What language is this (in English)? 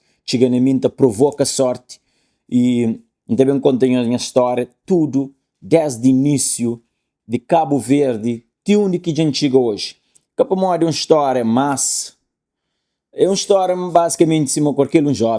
Kabuverdianu